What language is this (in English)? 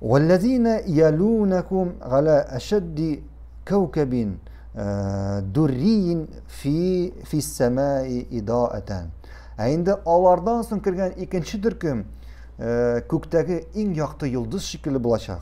Tatar